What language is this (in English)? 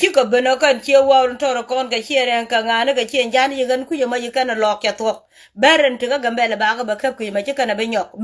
Nuer